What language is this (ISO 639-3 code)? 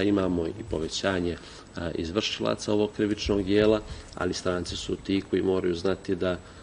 srp